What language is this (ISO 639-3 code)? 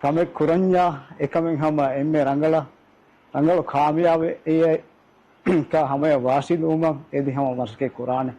div